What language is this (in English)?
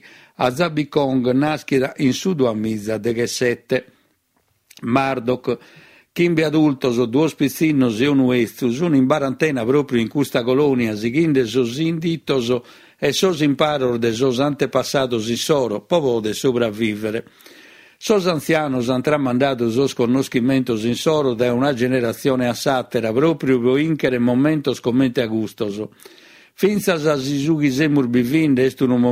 Sardinian